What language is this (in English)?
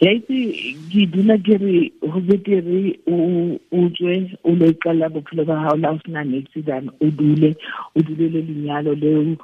Tswana